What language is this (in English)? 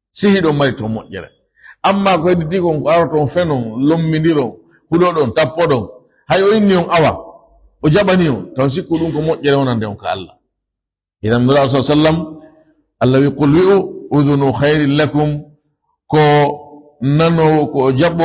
Fula